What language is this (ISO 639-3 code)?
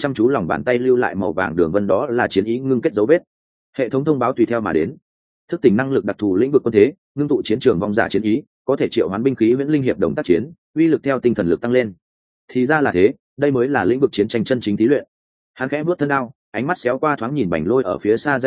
vie